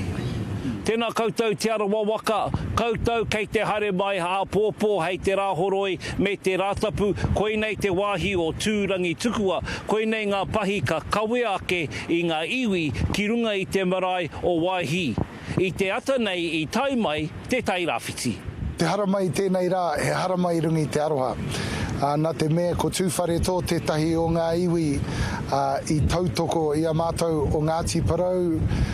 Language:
Māori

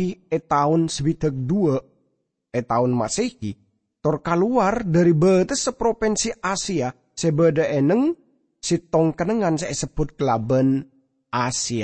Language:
Madurese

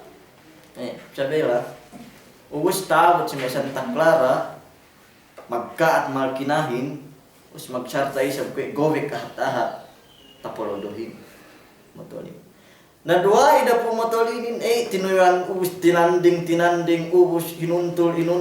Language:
Yakan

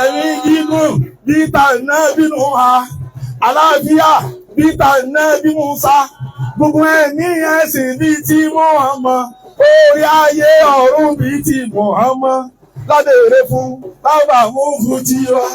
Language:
Yoruba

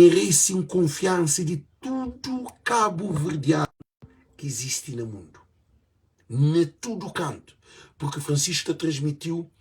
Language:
Kabuverdianu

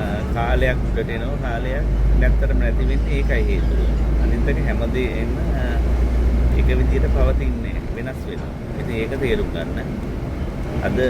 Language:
Sinhala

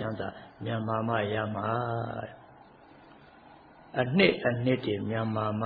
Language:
Burmese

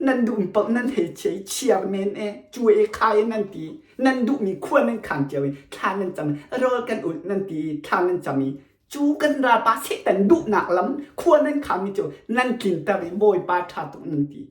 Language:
Hakha Chin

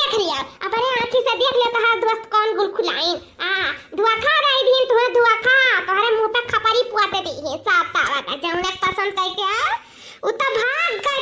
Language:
Awadhi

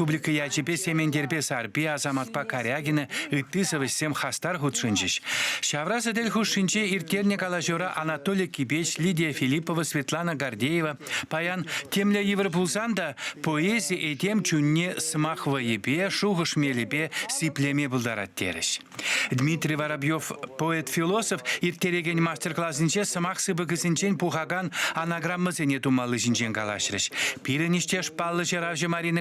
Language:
Chuvash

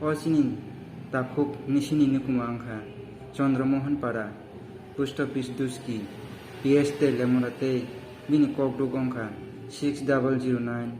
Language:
Kok Borok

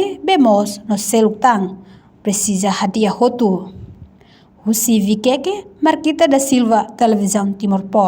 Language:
Tetum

